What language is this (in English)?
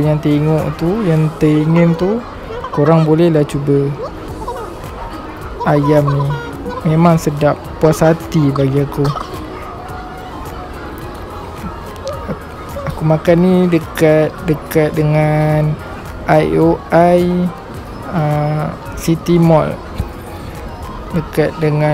Malay